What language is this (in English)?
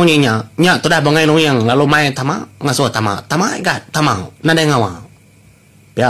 Iban